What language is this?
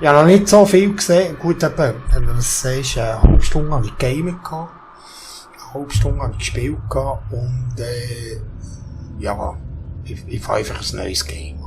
Swiss German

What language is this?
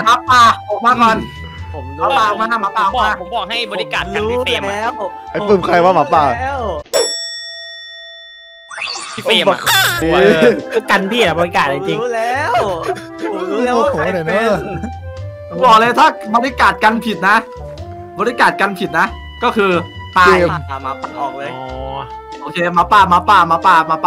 Thai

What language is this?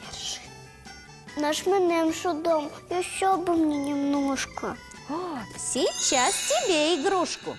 Udmurt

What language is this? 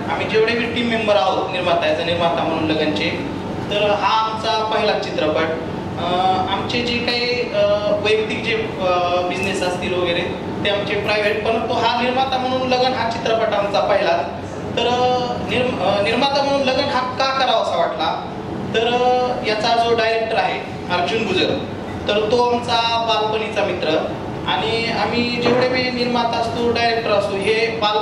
Marathi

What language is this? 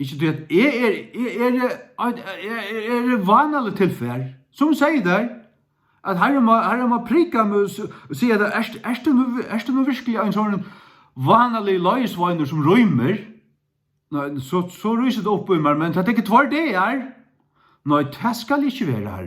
Faroese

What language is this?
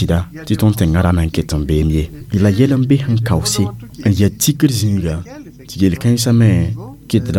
Mossi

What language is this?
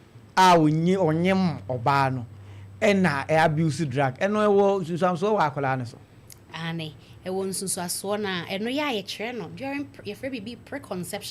Akan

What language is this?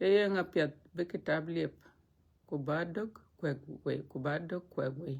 Dinka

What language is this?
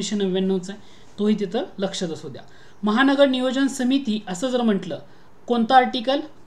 Marathi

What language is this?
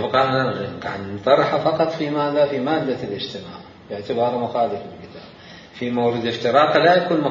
Mesopotamian Arabic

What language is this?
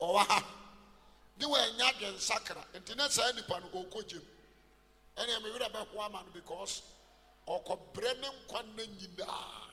Akan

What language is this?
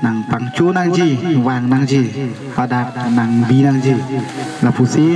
Karbi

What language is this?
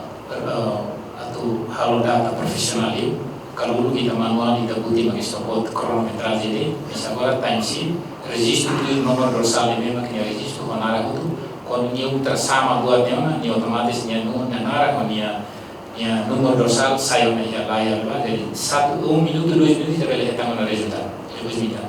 Tetum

